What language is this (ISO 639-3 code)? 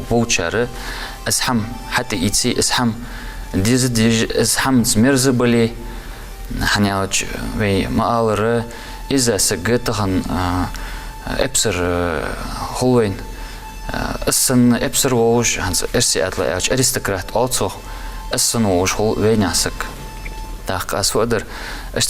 inh